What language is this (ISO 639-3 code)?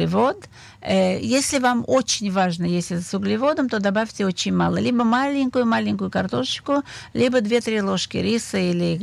rus